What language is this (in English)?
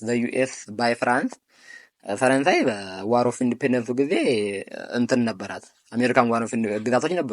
Amharic